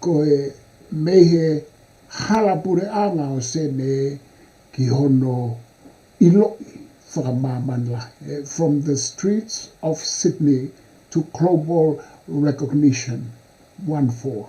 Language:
Tongan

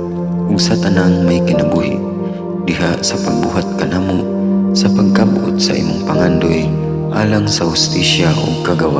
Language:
Cebuano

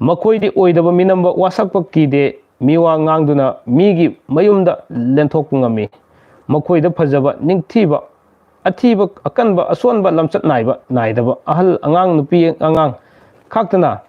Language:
Manipuri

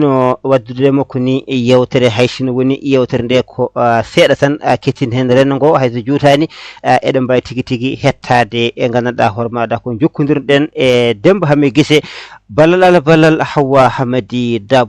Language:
Fula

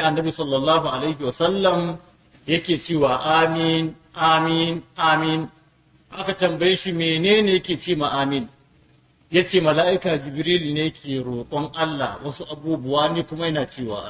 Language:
Hausa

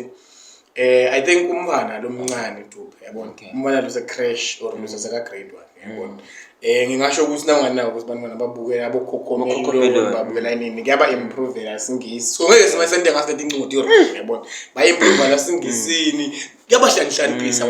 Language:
Zulu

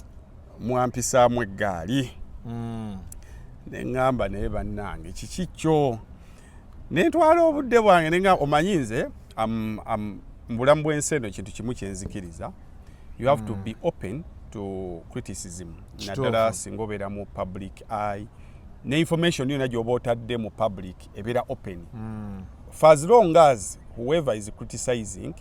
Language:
Ganda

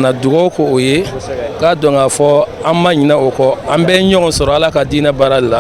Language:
Bambara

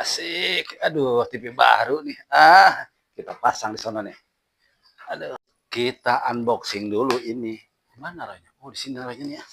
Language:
Betawi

